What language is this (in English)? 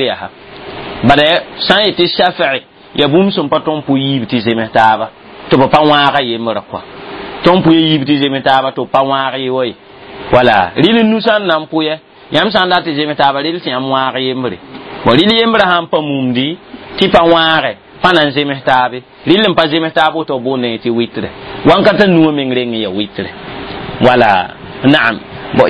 Mossi